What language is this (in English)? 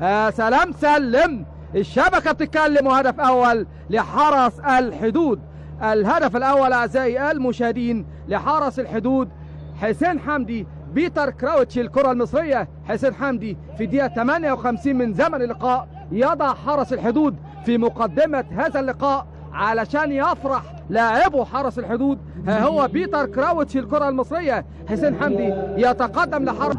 Egyptian Arabic